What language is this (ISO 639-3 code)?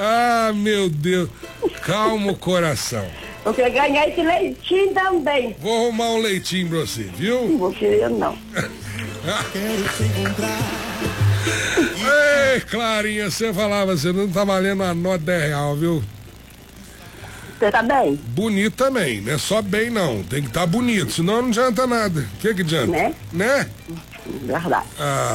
por